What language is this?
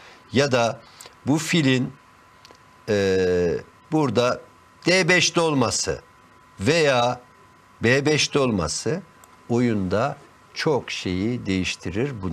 Turkish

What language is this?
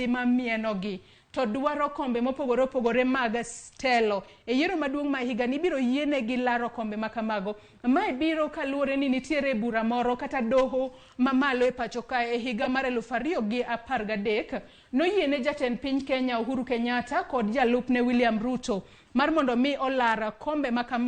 Luo (Kenya and Tanzania)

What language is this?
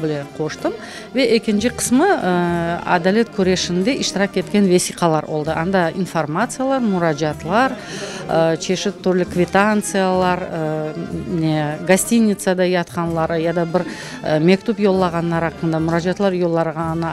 Crimean Tatar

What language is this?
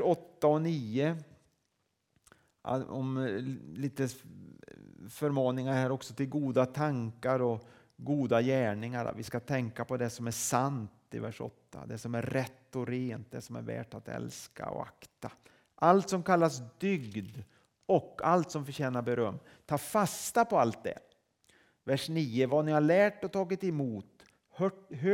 Swedish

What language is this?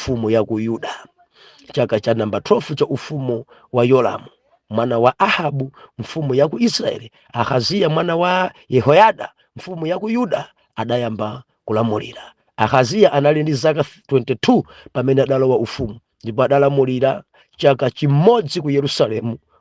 Nyanja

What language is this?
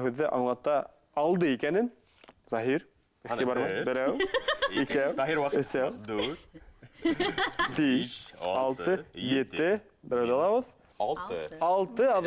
Bashkir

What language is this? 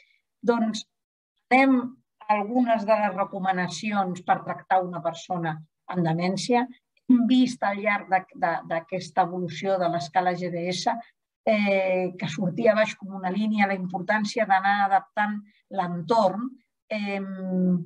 Catalan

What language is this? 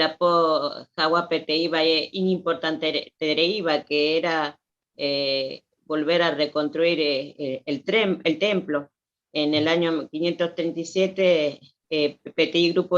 Guarani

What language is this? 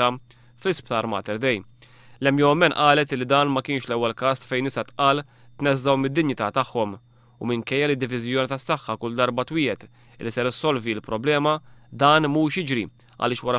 Maltese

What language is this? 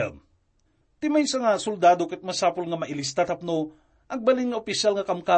Iloko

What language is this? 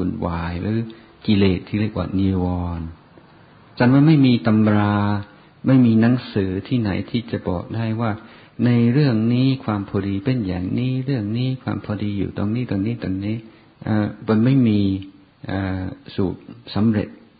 Thai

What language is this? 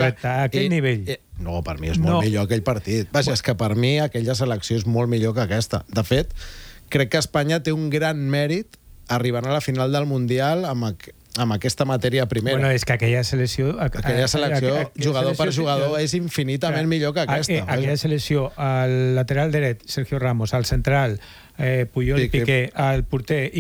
Catalan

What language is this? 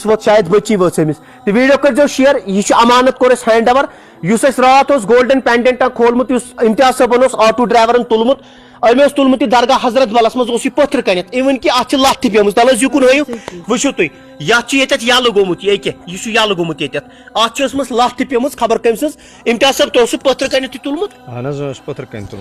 Kashmiri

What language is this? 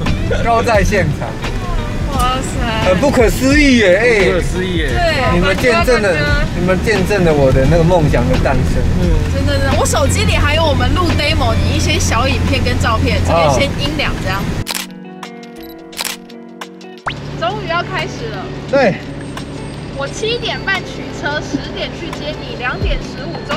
Chinese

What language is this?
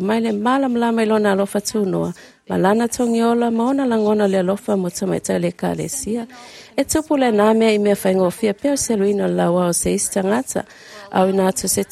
Samoan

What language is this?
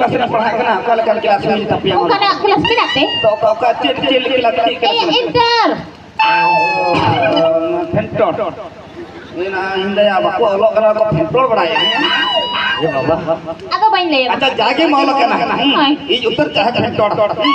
Santali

